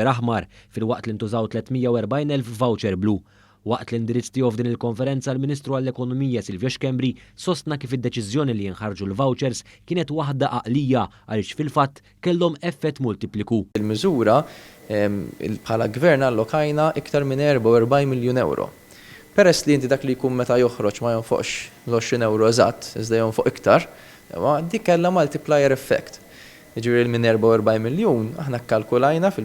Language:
Maltese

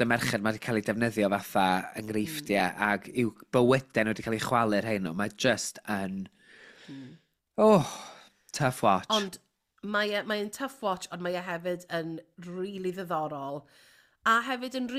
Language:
Welsh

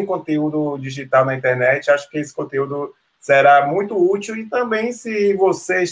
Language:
Portuguese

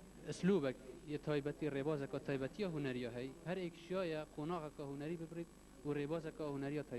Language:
Kurdish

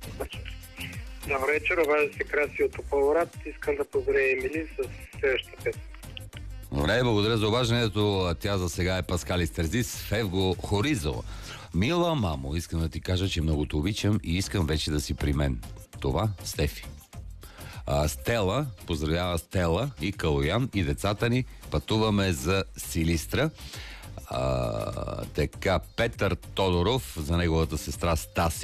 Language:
Bulgarian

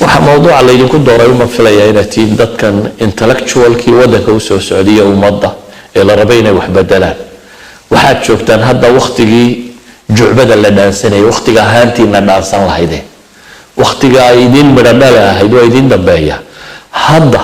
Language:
Somali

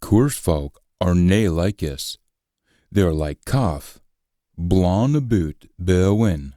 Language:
Scots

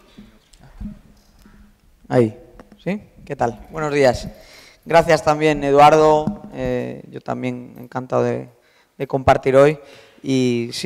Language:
Spanish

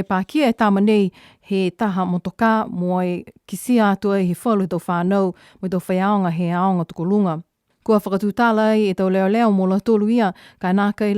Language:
Niuean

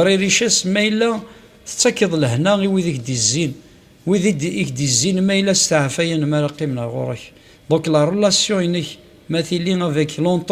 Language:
Kabyle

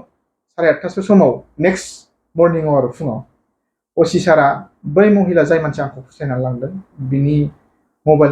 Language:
Bodo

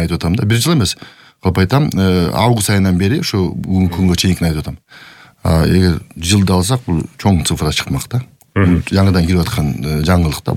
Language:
Kyrgyz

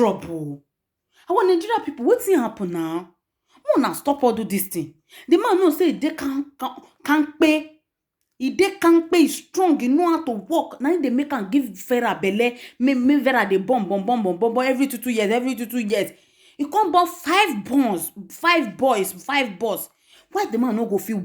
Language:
Nigerian Pidgin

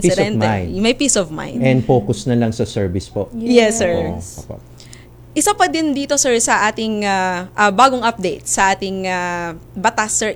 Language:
Filipino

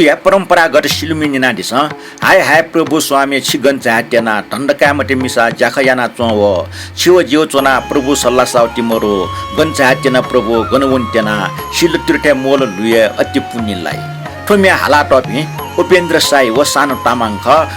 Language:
Newari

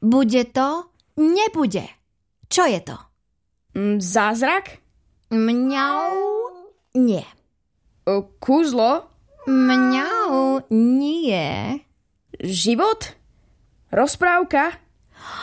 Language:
Slovak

